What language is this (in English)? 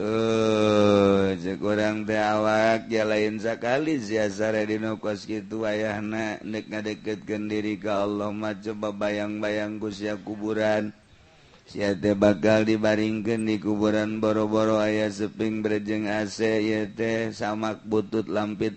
Sundanese